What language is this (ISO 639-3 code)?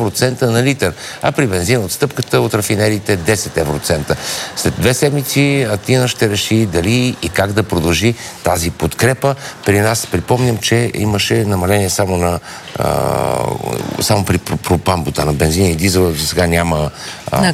bul